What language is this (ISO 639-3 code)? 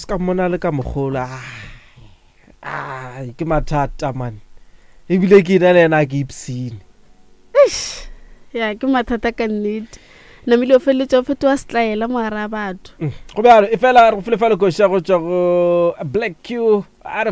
nso